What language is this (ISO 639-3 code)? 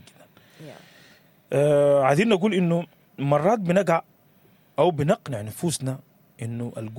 apd